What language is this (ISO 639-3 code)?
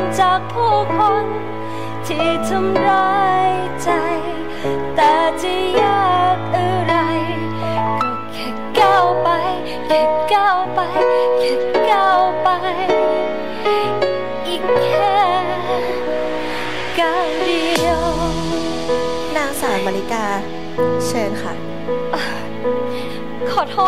tha